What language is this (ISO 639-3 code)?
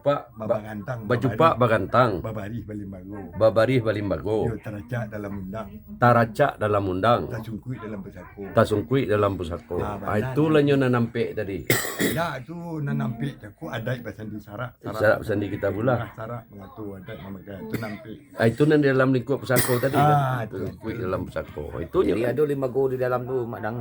min